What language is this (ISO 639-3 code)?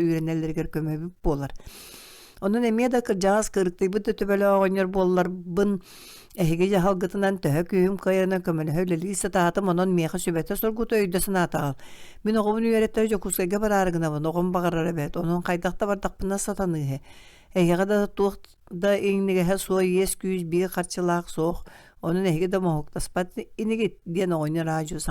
sah